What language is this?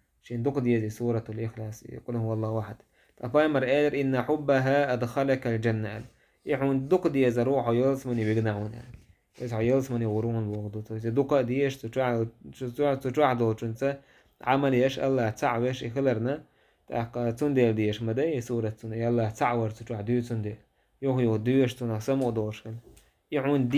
Chechen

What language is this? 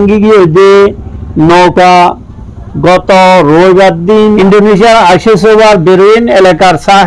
Rohingya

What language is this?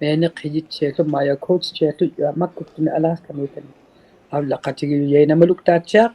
Inuktitut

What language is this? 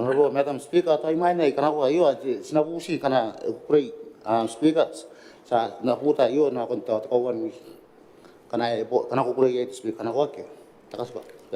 Gilbertese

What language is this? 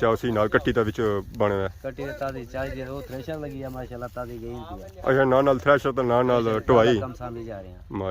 Pahari-Potwari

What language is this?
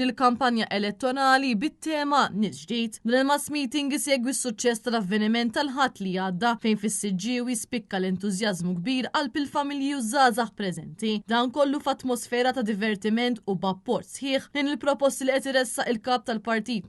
Maltese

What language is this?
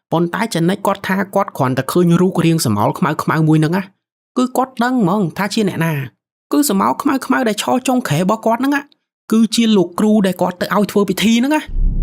Khmer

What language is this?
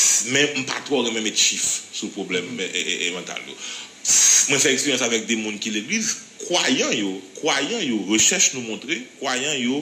Haitian Creole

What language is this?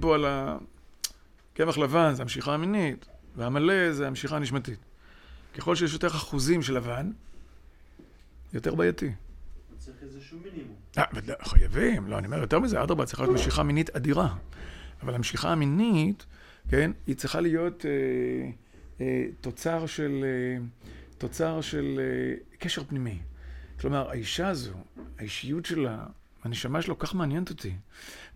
Hebrew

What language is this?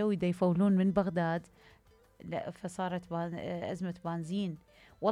Mesopotamian Arabic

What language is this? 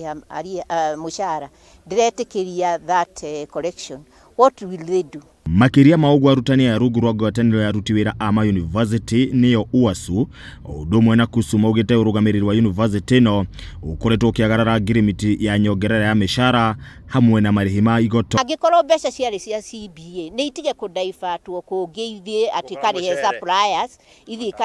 Kikuyu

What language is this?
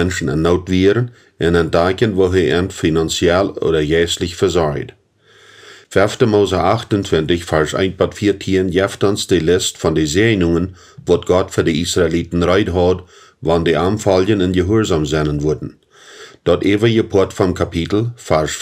Plautdietsch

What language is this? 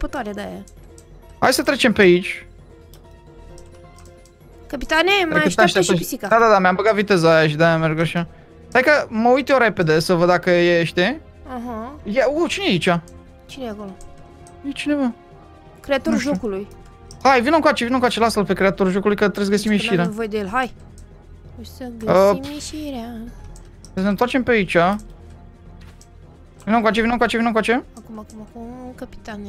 Romanian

